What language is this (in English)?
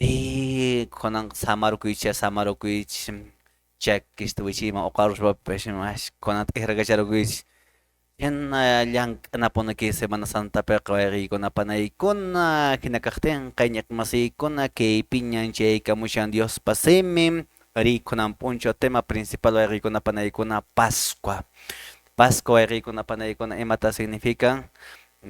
Quechua